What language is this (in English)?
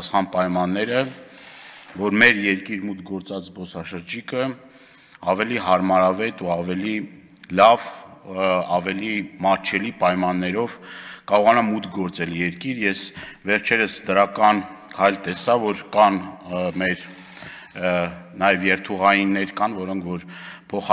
Armenian